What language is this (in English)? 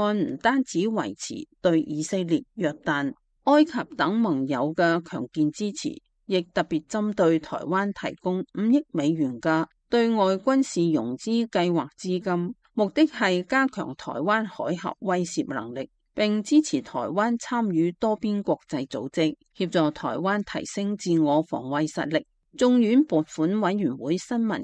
Cantonese